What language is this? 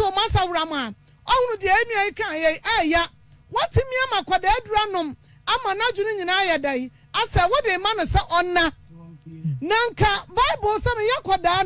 Akan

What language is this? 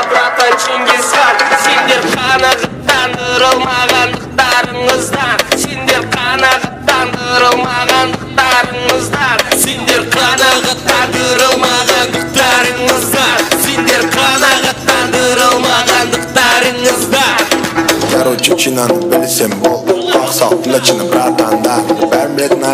Kara-Kalpak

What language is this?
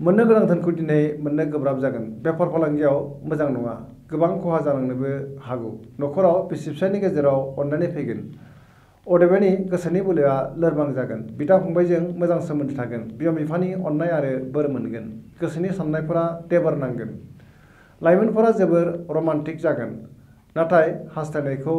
Bodo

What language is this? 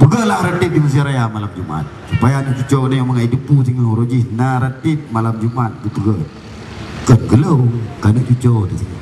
Achinese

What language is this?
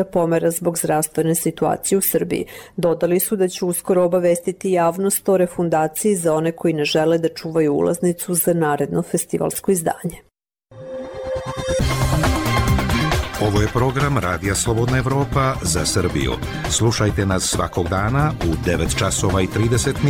Serbian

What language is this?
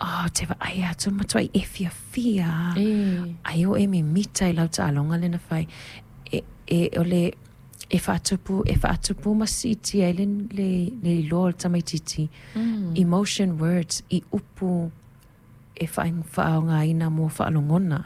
Samoan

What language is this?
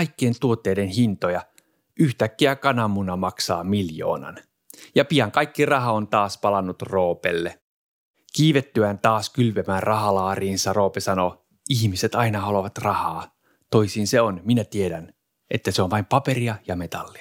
Finnish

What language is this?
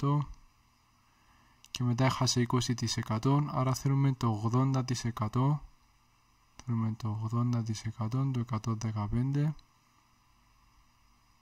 Greek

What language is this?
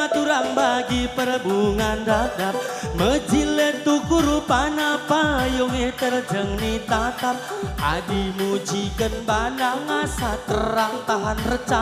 Batak Karo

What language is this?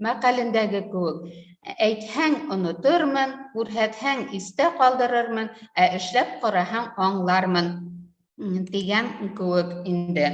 Bashkir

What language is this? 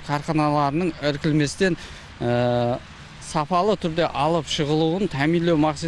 Kara-Kalpak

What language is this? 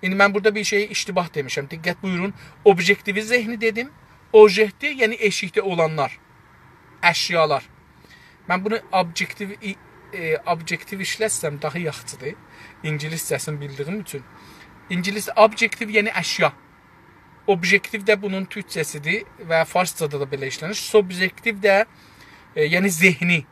South Azerbaijani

